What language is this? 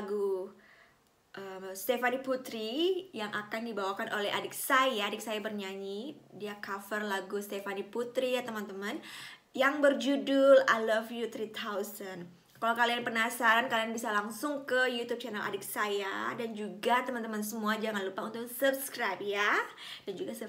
Indonesian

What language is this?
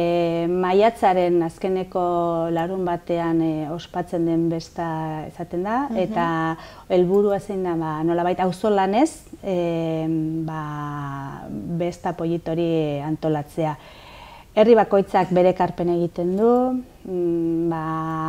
Basque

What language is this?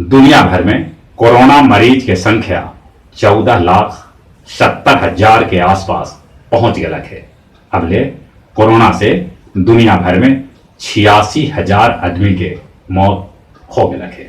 Magahi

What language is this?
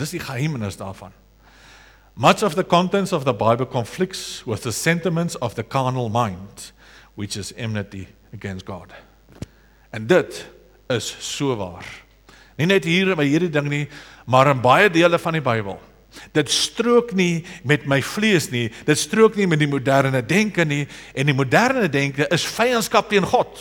Afrikaans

